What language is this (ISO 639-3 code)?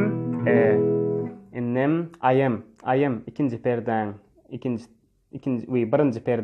tuk